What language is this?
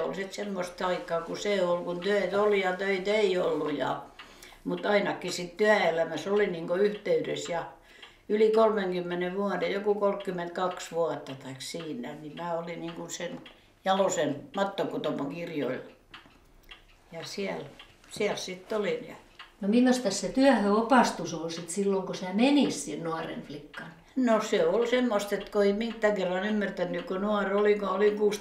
Finnish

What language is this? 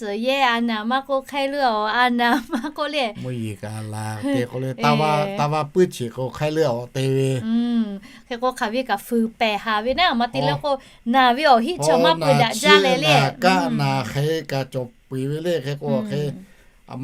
Lahu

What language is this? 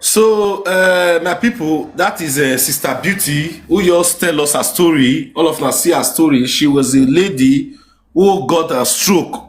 Nigerian Pidgin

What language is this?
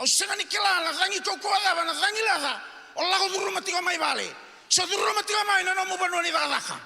Fijian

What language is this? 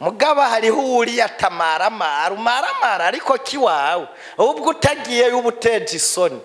Rundi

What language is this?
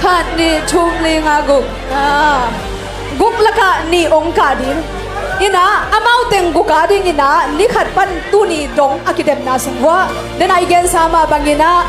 Tedim Chin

